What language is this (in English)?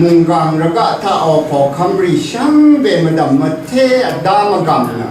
Rawang